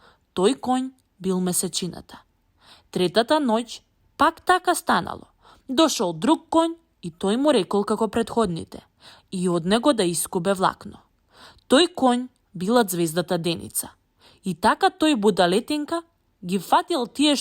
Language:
Macedonian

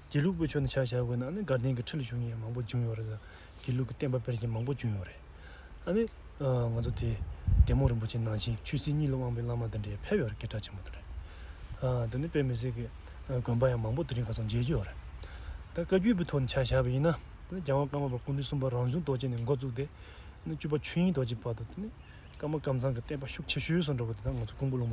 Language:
Tibetan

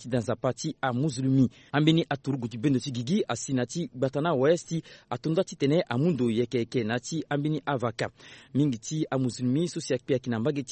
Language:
Sango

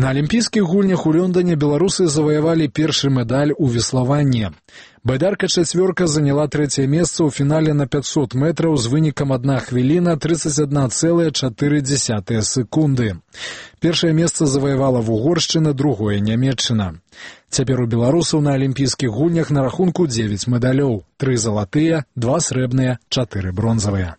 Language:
Belarusian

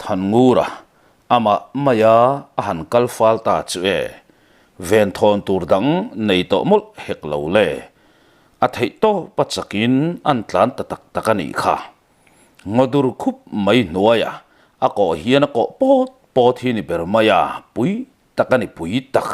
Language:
Mizo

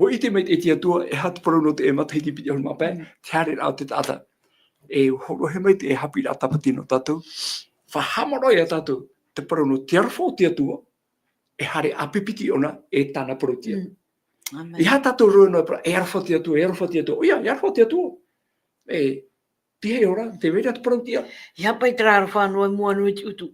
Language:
Tahitian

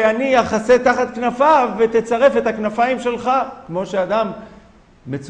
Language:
Hebrew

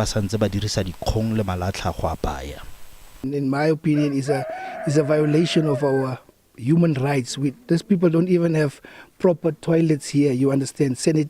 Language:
Tswana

